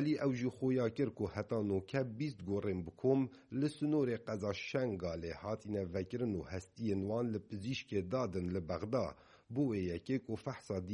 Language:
Kurdish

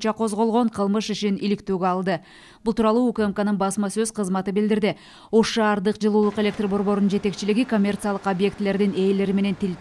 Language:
Kyrgyz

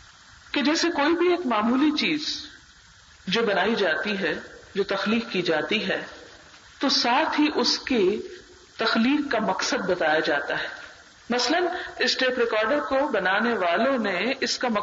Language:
Urdu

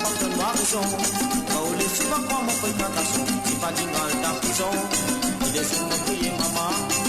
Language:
Morisyen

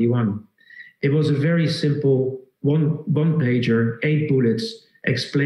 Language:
English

